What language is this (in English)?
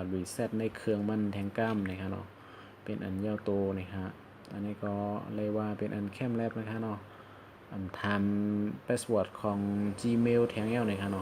Shan